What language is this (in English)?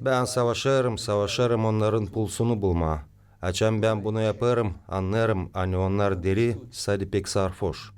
Gagauz